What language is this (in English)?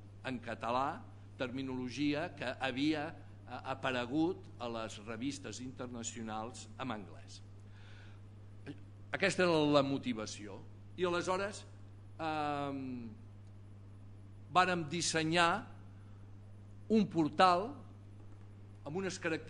Catalan